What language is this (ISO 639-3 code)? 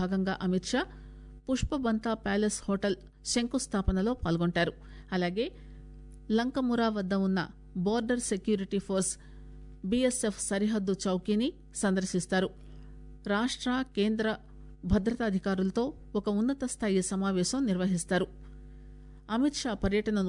tel